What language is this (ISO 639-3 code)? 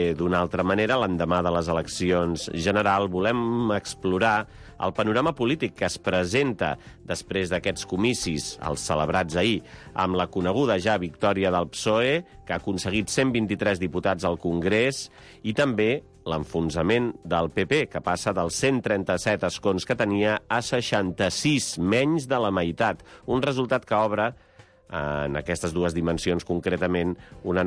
cat